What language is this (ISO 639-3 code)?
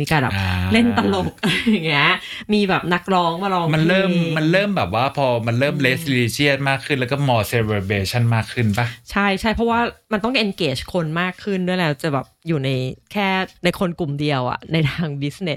tha